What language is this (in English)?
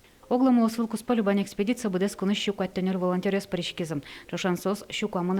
Udmurt